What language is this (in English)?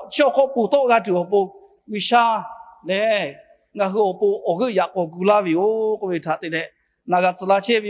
Lahu